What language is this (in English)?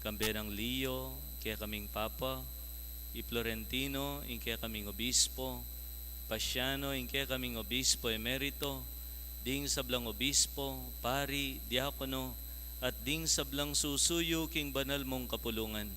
Pampanga